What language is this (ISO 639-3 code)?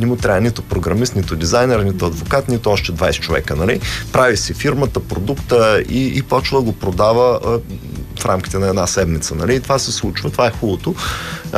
bul